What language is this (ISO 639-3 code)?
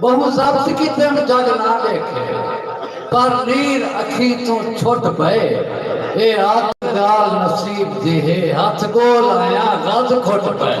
skr